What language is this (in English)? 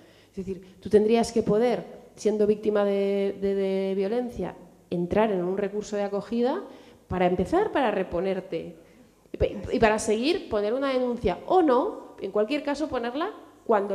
Spanish